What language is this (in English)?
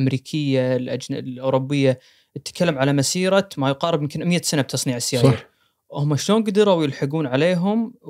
Gulf Arabic